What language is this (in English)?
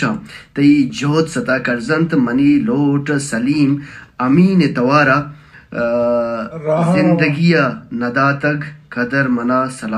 Baluchi